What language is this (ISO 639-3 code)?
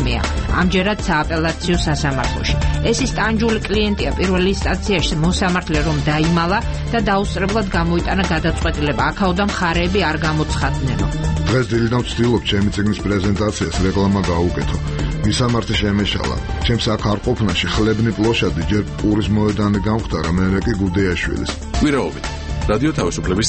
kat